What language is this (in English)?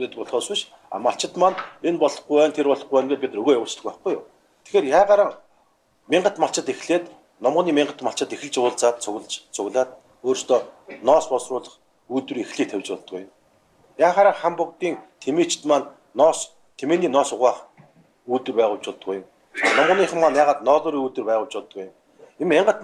Mongolian